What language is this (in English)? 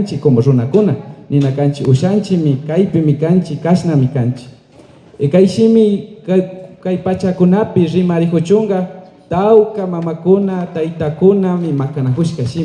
Imbabura Highland Quichua